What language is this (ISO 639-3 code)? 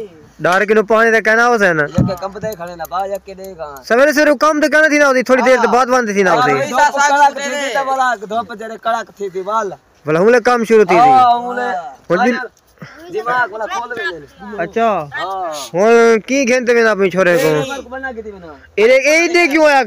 skr